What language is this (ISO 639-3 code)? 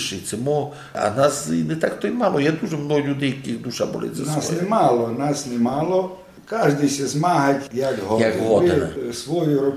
rue